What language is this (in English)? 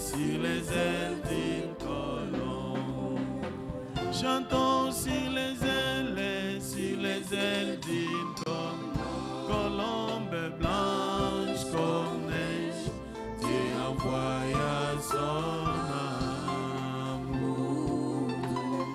French